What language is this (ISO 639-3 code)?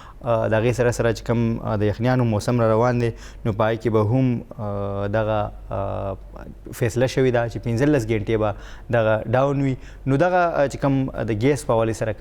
pus